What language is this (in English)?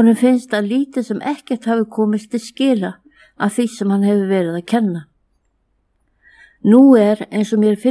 Icelandic